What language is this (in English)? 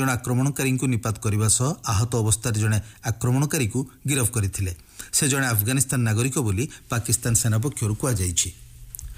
Odia